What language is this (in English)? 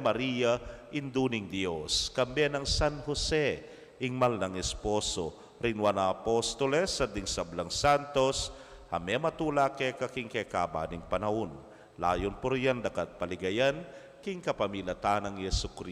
Pampanga